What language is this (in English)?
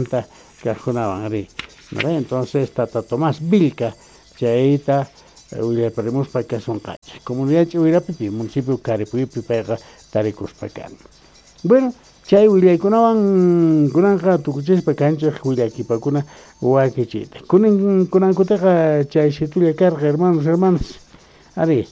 South Bolivian Quechua